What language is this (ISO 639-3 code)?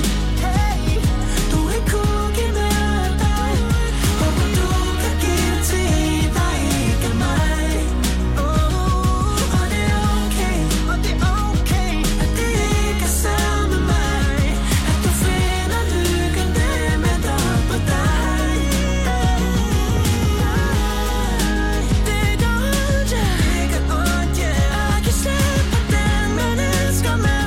dan